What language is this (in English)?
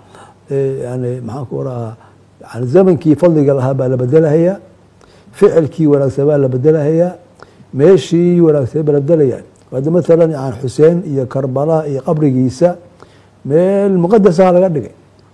Somali